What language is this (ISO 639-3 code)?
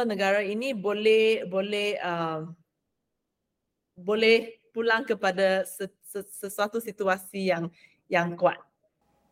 msa